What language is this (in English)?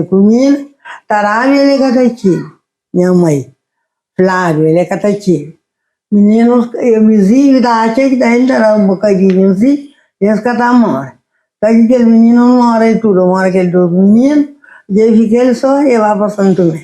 Kabuverdianu